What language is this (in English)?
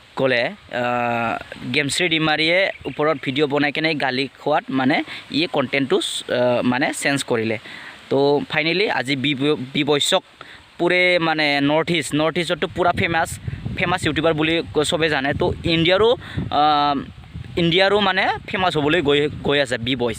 Assamese